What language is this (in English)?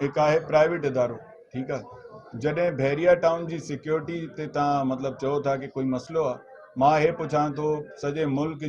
Sindhi